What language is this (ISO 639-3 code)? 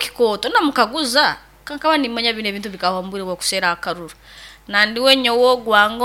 nyo